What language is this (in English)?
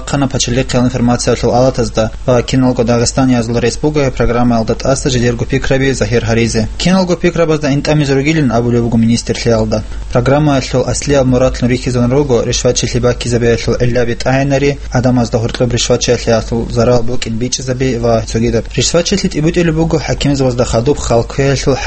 Avaric